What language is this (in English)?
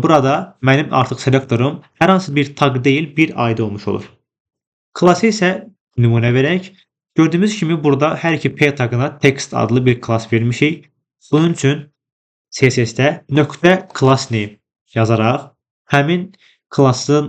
Azerbaijani